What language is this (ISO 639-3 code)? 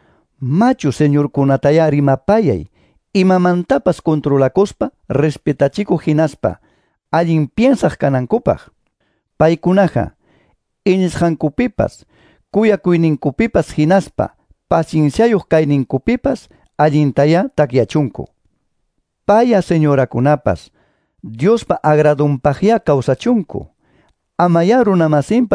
que